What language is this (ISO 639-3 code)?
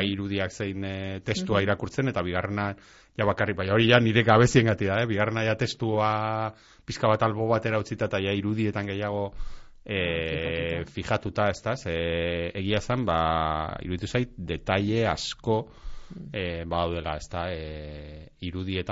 eus